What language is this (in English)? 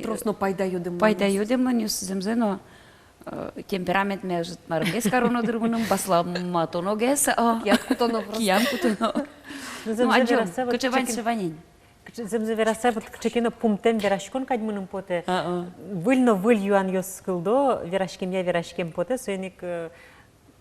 Udmurt